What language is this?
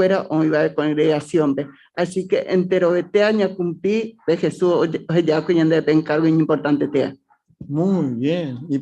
Guarani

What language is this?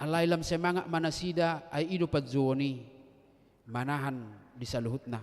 Batak Toba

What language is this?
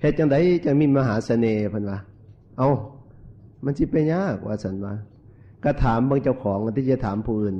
Northeastern Thai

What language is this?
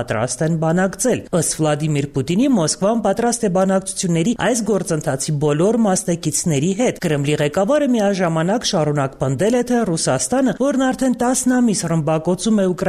Armenian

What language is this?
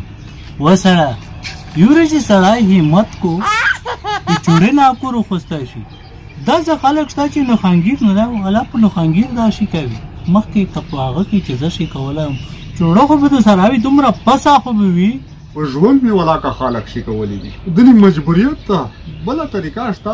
Pashto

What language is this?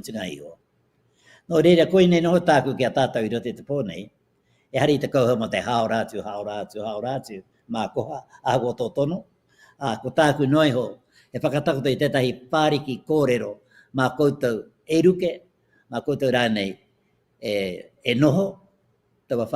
Māori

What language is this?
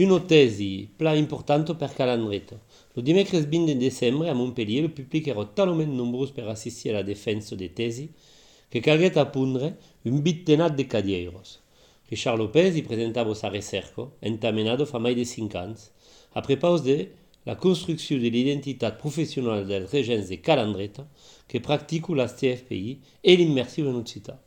Occitan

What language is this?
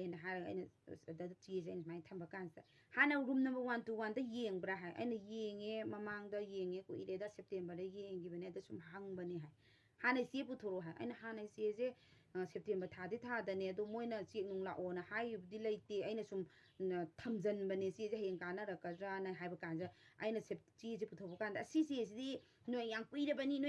Manipuri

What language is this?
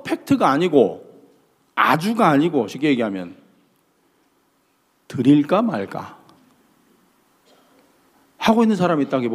Korean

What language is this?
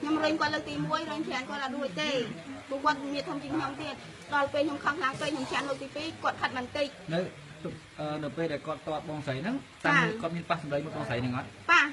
Khmer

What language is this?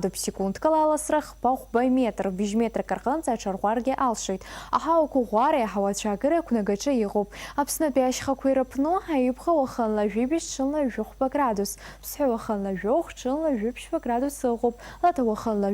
Abkhazian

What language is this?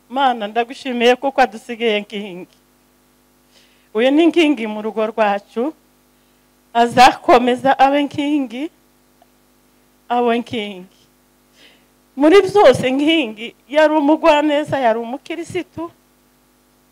Kinyarwanda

